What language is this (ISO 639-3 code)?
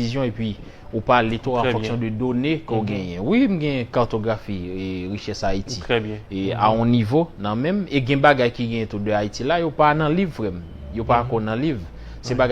hat